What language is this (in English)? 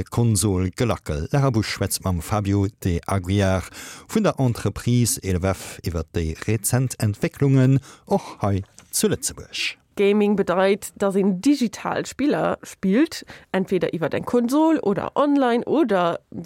Luxembourgish